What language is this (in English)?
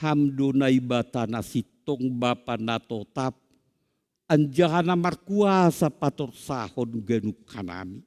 Batak Simalungun